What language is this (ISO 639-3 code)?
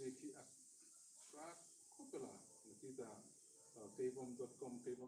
hmr